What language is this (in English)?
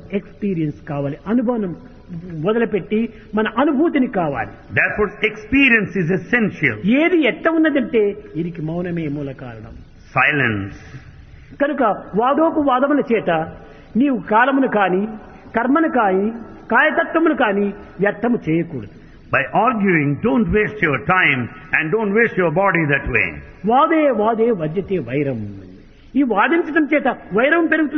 Telugu